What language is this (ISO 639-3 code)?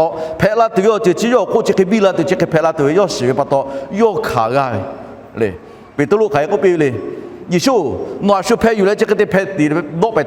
lhu